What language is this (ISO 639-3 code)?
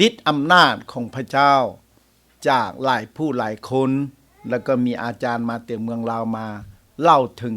lao